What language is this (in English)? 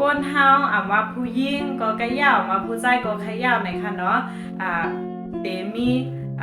Shan